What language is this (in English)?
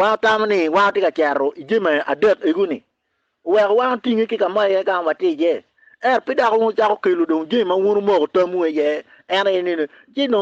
Acoli